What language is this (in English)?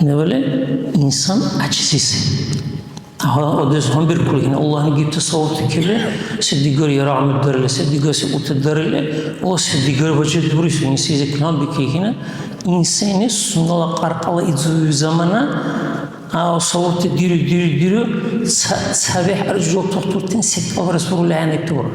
Dargwa